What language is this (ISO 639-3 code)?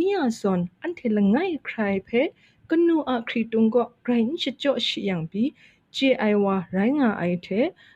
kac